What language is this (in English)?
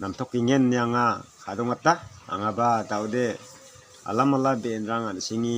Garo